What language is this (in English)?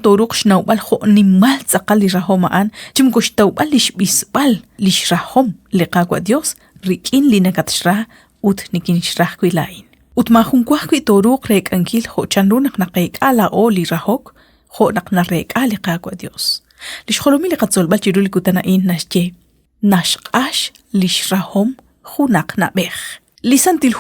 Kekchí